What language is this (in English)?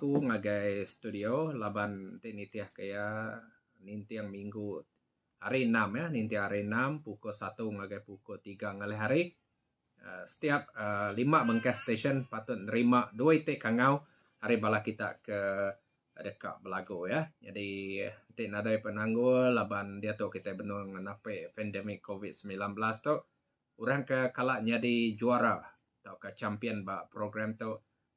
Iban